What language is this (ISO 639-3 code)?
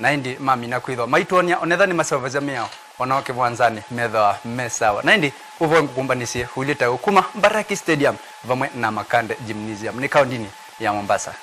kam